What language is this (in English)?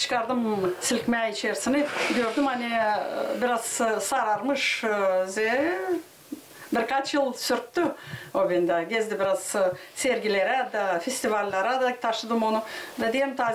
Gagauz